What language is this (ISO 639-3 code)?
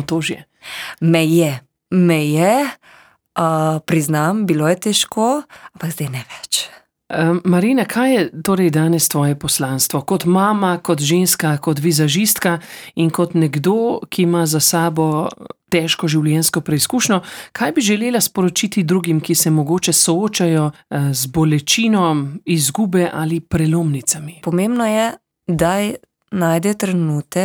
slv